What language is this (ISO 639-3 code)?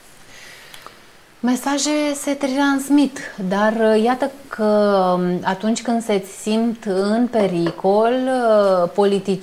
ron